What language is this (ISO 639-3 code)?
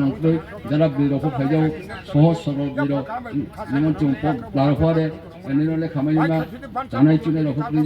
ria